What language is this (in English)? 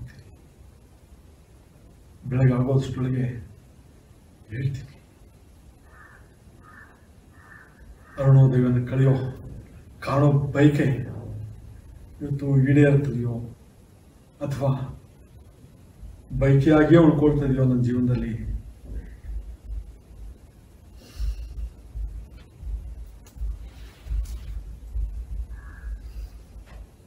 Kannada